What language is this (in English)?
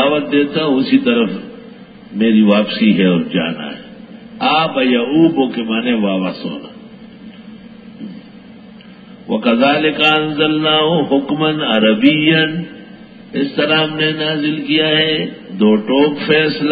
Urdu